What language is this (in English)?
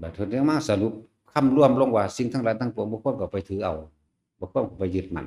Northeastern Thai